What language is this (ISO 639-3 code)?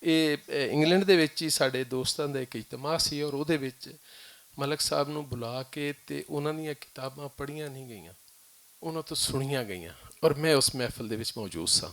lah